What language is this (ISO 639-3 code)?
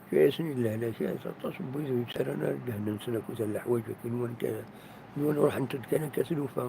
kab